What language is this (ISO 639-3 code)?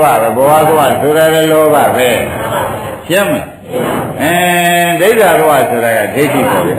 mya